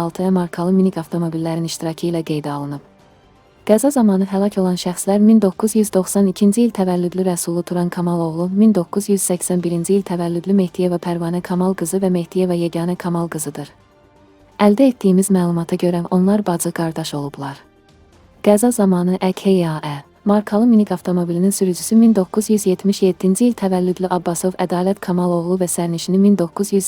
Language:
Azerbaijani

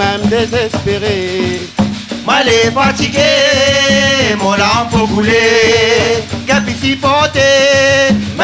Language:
Réunion Creole French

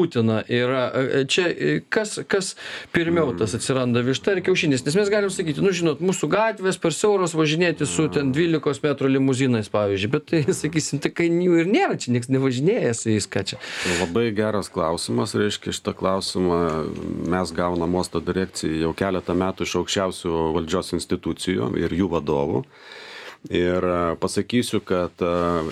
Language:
Lithuanian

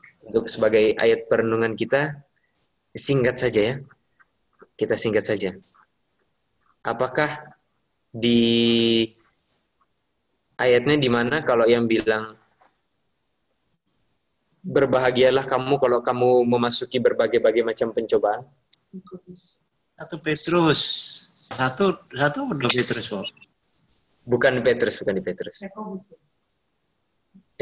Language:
Indonesian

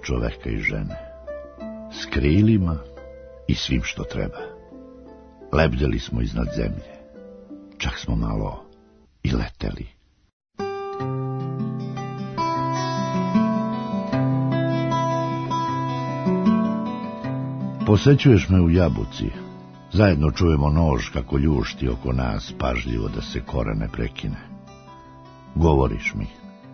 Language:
Serbian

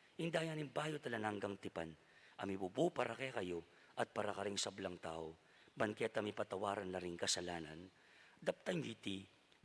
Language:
Pampanga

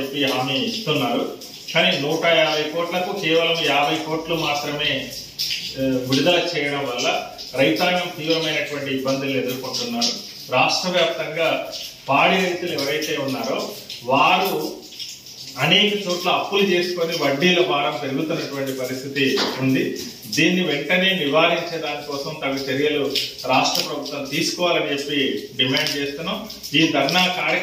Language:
Telugu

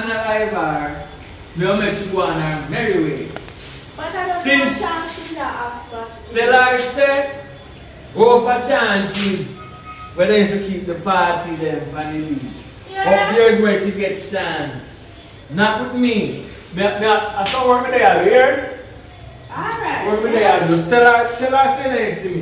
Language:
Jamaican Creole English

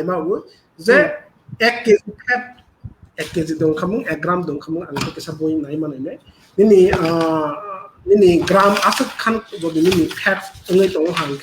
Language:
Kok Borok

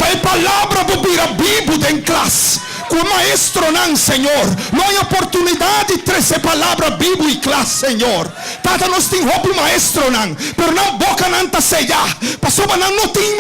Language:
Papiamento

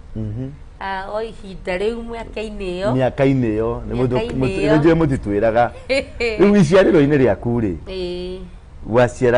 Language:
Kikuyu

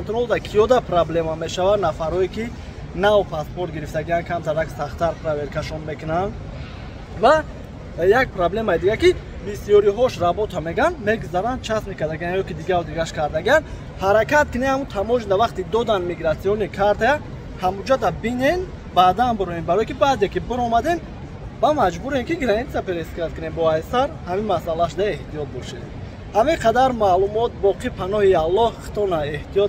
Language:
Tajik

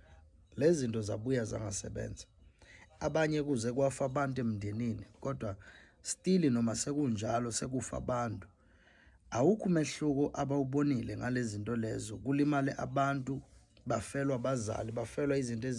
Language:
Zulu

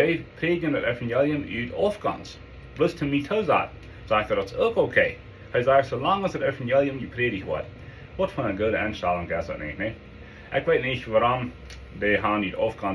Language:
Plautdietsch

